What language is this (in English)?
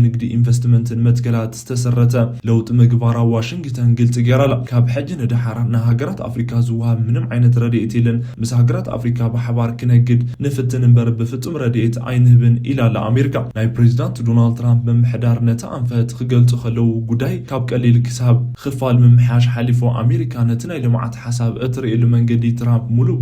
Tigrinya